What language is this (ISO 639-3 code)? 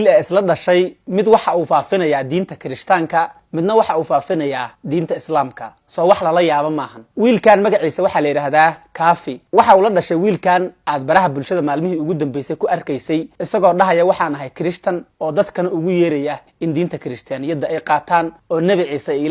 som